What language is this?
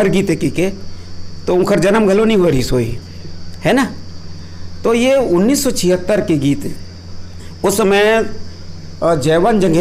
Chhattisgarhi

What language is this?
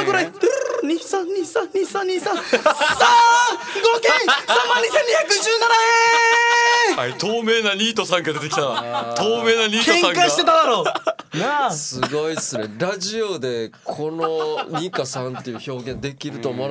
Japanese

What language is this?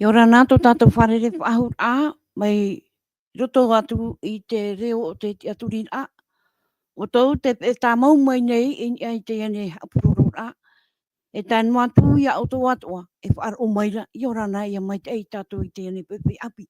Tahitian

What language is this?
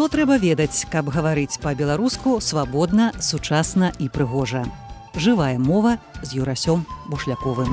Belarusian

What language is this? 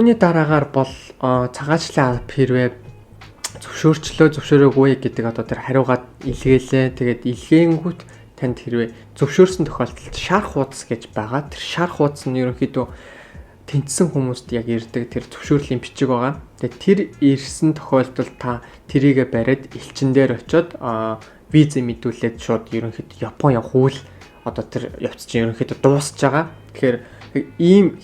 Mongolian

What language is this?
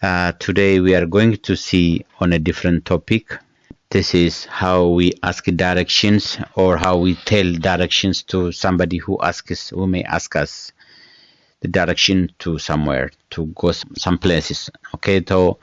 English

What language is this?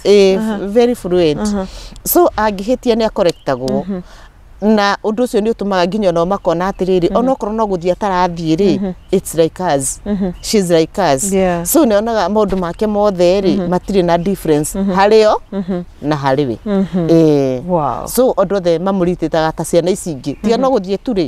Kikuyu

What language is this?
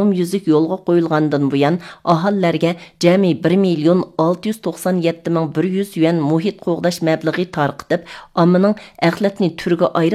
Uyghur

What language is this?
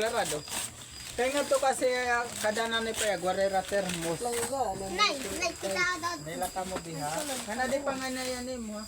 Waray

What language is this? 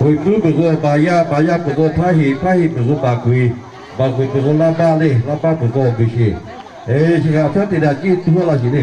Lahu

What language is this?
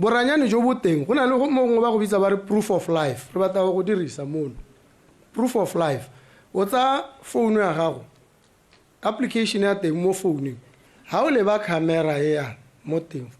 Tswana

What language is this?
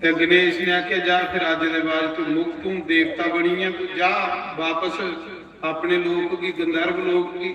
Dogri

